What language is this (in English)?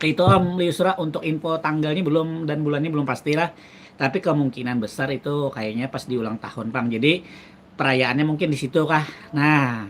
Banjar